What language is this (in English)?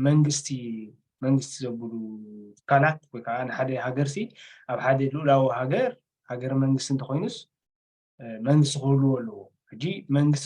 Tigrinya